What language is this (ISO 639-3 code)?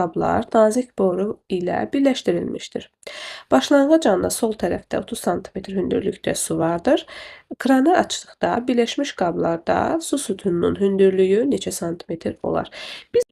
aze